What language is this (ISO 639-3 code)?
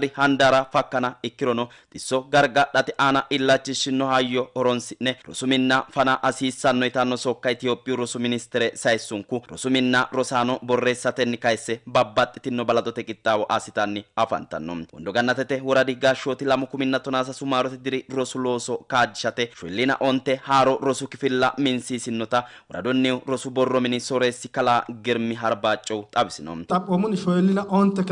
sid